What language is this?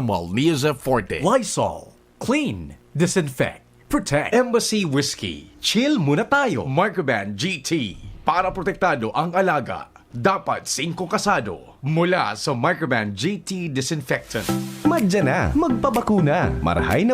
Bikol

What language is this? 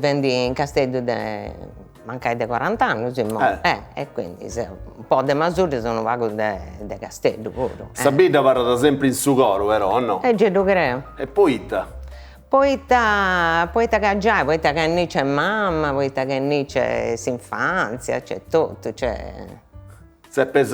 Sardinian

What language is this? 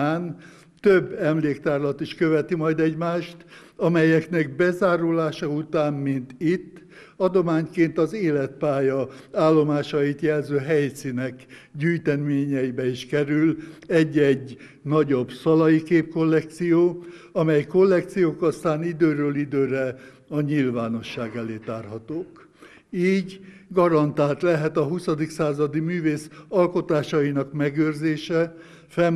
Hungarian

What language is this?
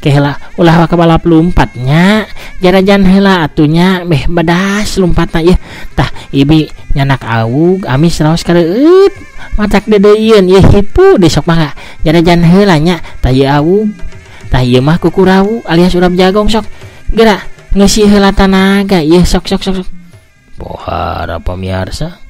Sundanese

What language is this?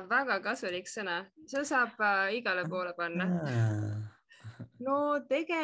Estonian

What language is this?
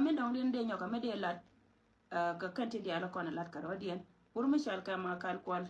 Nuer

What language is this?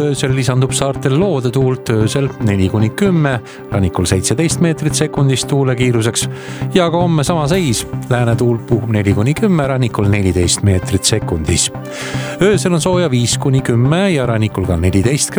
Estonian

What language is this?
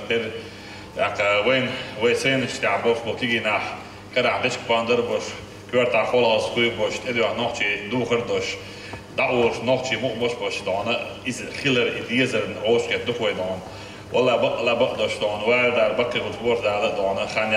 Chechen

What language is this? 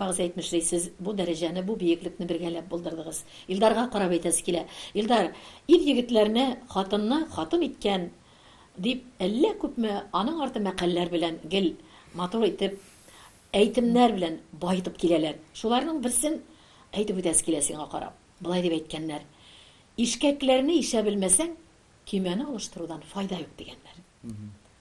Tatar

